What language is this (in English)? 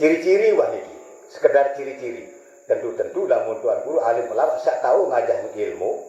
Sasak